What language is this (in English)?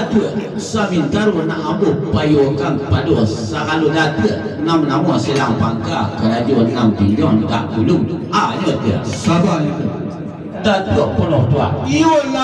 Minangkabau